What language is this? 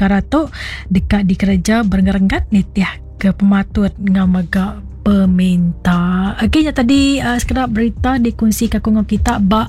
Iban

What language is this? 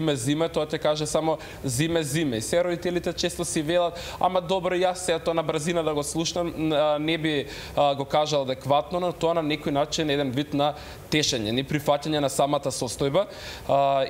Macedonian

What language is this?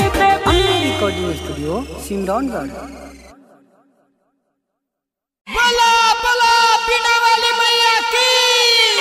Bhojpuri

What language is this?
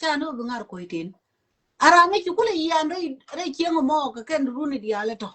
Nuer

